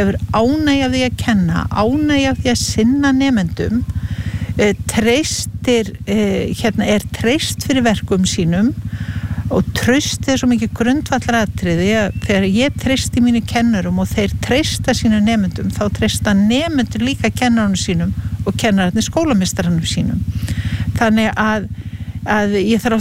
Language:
Icelandic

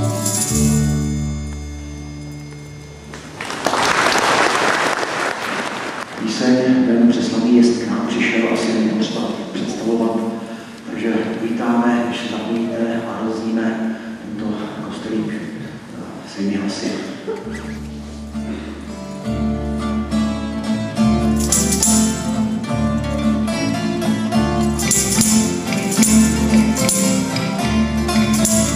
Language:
Czech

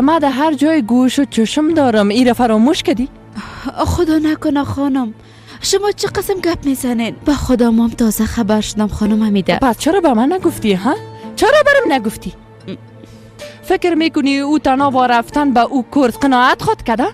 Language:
Persian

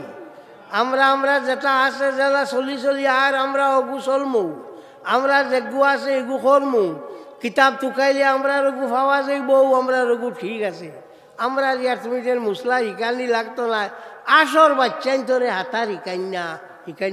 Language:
Sylheti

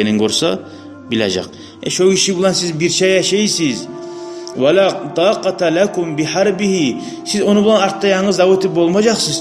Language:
Kumyk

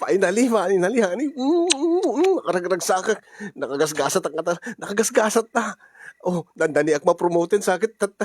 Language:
Iloko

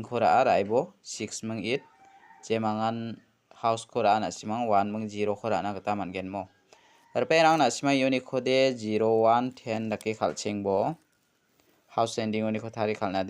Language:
Garo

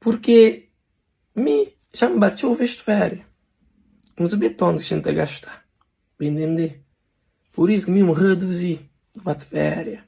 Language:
Kabuverdianu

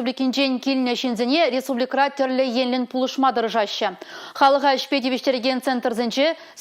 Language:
Chuvash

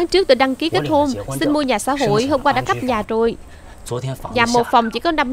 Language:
Vietnamese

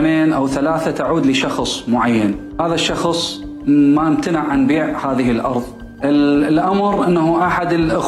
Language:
Mesopotamian Arabic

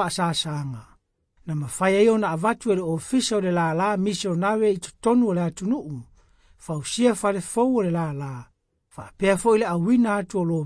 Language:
Samoan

